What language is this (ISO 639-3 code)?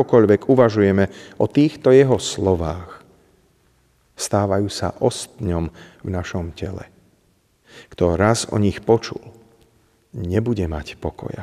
slk